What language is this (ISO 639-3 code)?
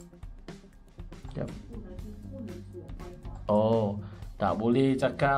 msa